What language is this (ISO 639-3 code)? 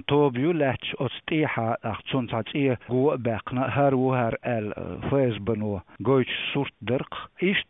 che